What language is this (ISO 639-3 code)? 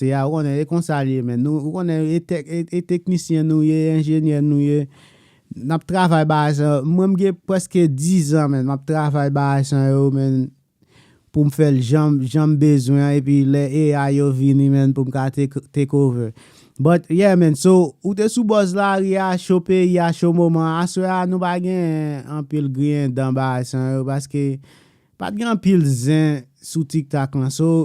hat